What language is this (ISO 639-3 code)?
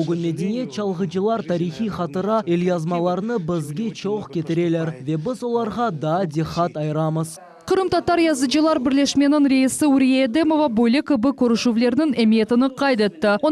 crh